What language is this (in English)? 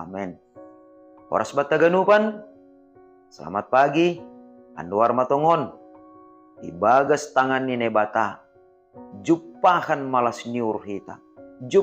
Batak Simalungun